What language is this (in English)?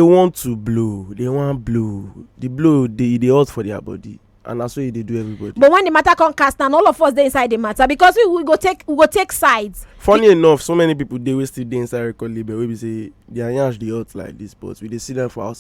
Nigerian Pidgin